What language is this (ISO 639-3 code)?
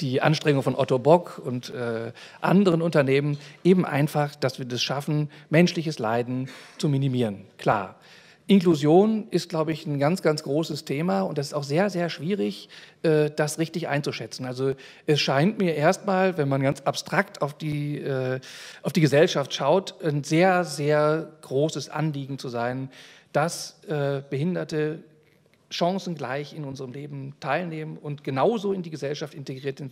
deu